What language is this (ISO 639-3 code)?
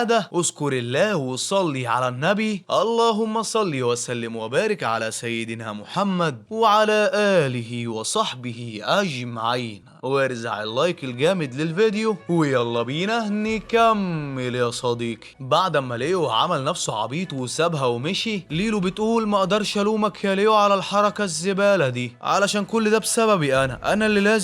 arz